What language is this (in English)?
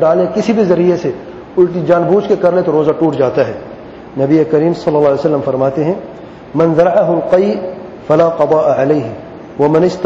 Urdu